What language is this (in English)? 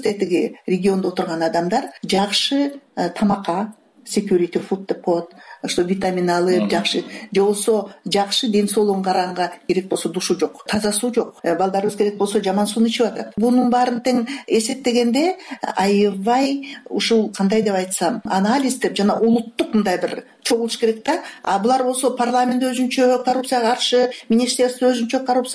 Kyrgyz